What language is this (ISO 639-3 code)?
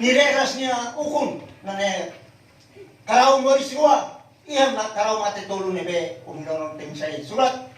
tet